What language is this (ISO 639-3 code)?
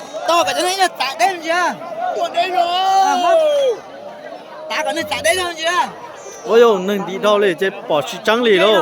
lao